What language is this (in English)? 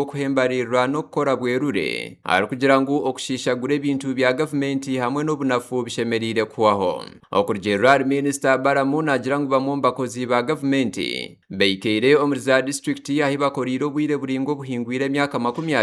Nyankole